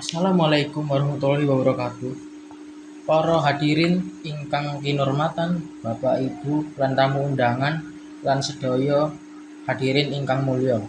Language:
Javanese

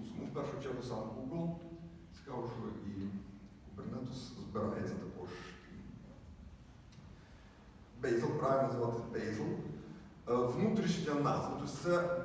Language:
Ukrainian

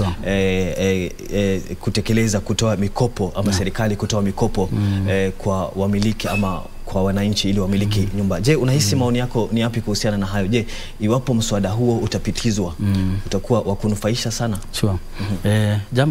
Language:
Swahili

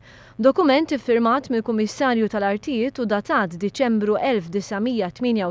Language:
Maltese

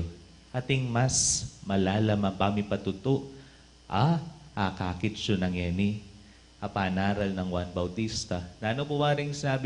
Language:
Pampanga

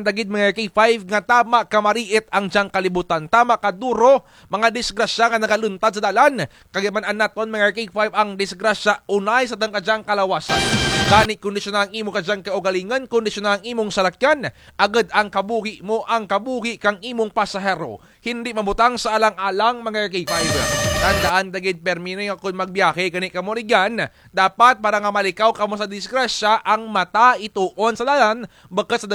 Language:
Kinaray-a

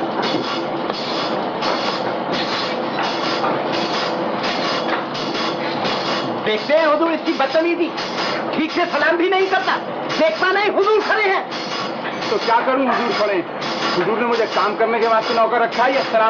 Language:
Hindi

